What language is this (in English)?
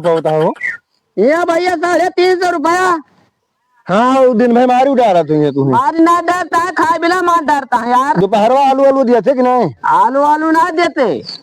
Awadhi